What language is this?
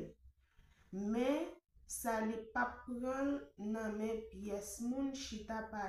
Haitian Creole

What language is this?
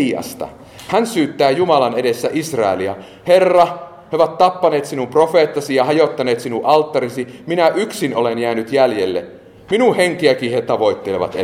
Finnish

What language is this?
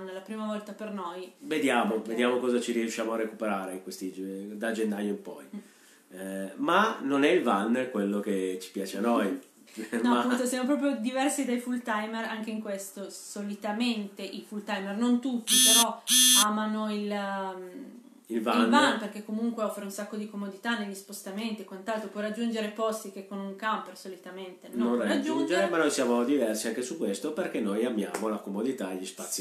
Italian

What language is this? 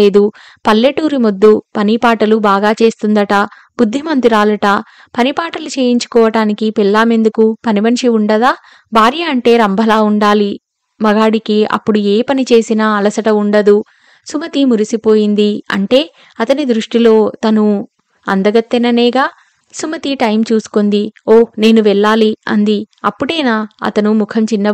Telugu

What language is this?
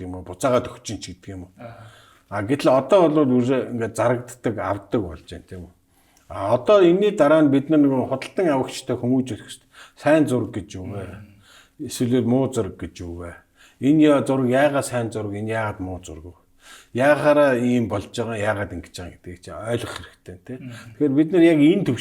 Mongolian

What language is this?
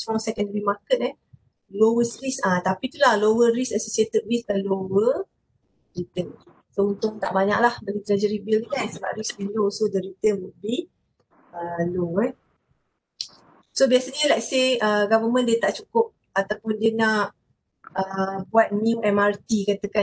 Malay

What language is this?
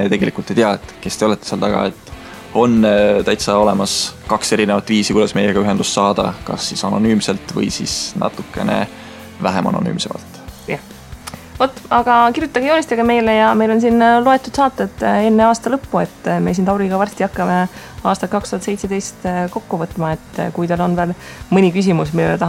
Estonian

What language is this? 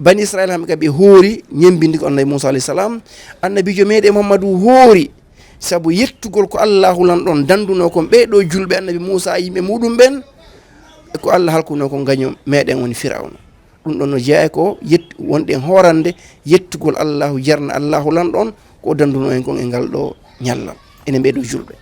Fula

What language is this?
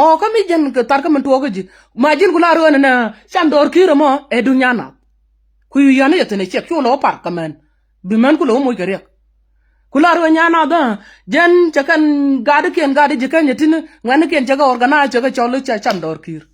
Nuer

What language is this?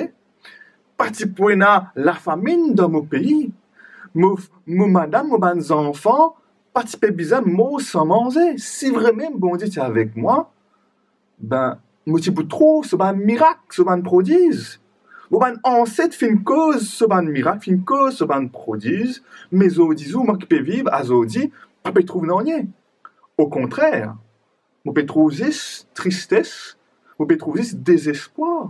Morisyen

